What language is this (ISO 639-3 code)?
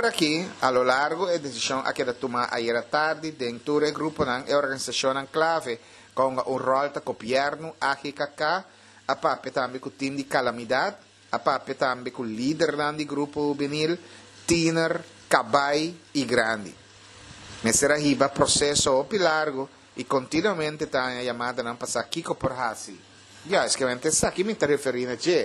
pap